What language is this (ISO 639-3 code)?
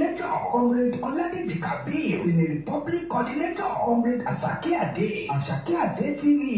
yor